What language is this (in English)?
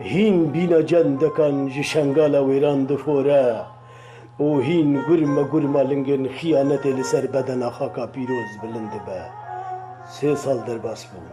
Kurdish